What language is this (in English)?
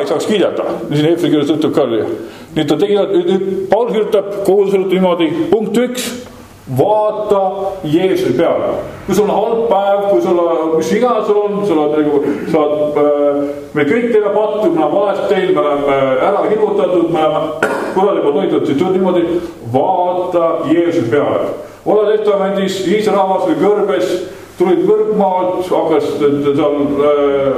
Estonian